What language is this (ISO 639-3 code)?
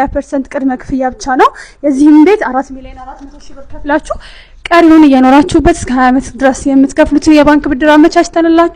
amh